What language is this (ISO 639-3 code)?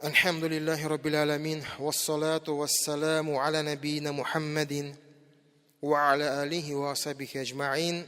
tat